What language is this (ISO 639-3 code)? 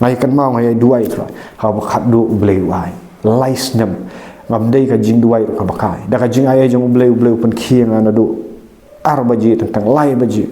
kha